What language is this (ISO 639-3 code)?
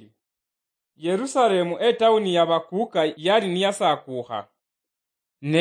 luy